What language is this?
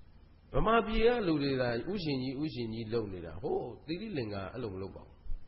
Burmese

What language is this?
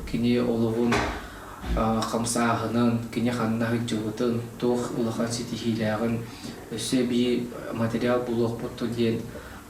Yakut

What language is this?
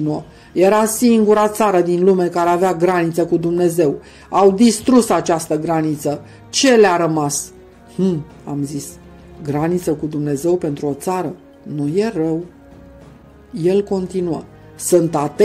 Romanian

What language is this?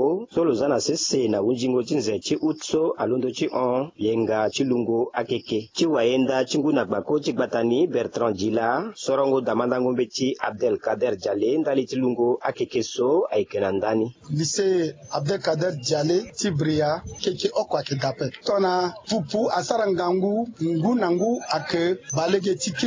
Sango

